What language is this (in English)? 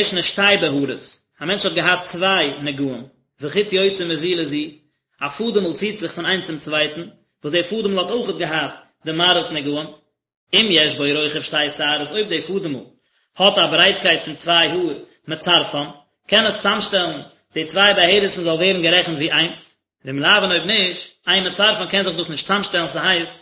Yiddish